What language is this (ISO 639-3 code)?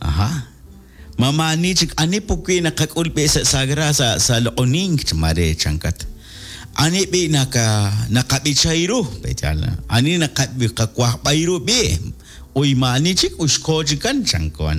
kek